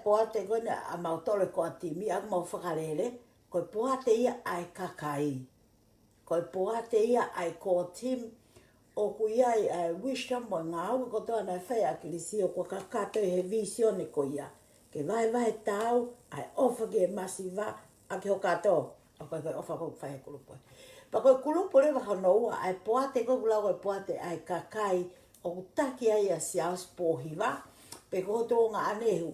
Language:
Tongan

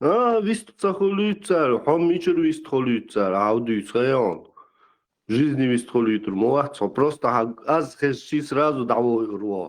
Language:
Chechen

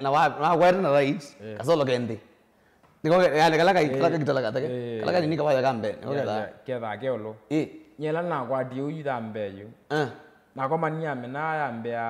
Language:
Kamba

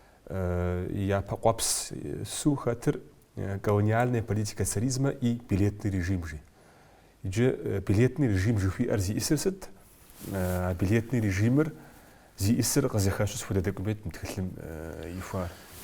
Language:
Kabardian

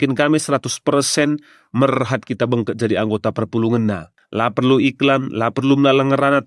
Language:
Batak Karo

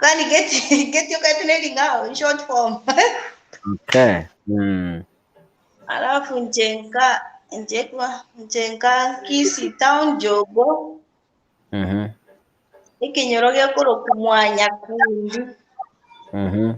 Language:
Gusii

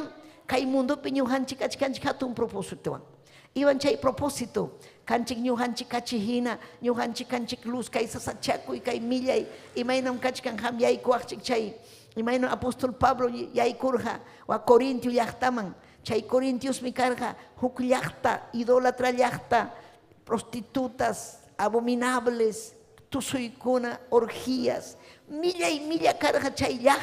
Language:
Ayacucho Quechua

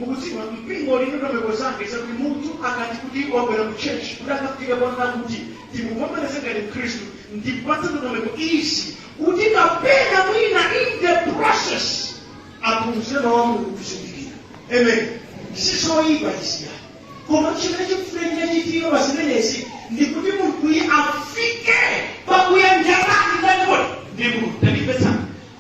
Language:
Nyanja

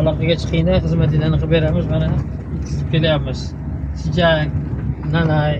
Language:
Uzbek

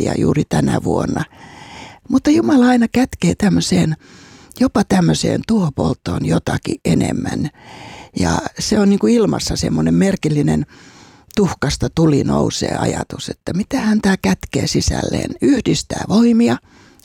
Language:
Finnish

